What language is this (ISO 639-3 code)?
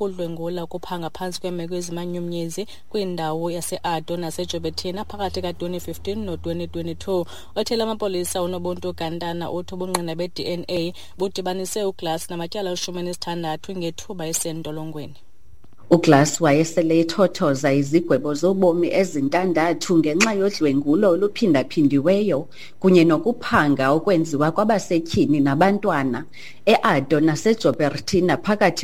xho